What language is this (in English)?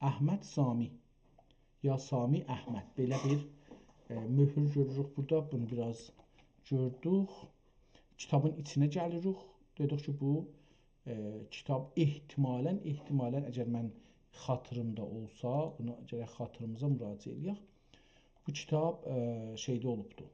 South Azerbaijani